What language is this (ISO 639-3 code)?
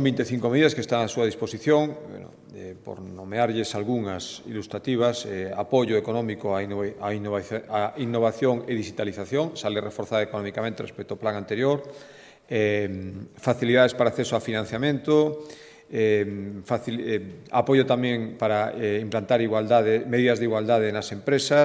glg